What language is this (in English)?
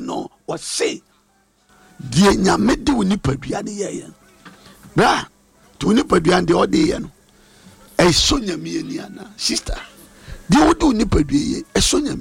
Akan